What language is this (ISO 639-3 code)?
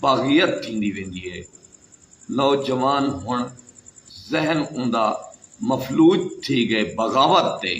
skr